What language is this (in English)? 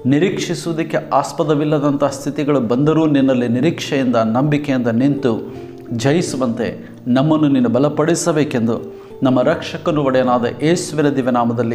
Kannada